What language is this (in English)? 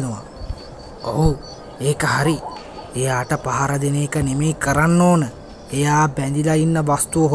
Sinhala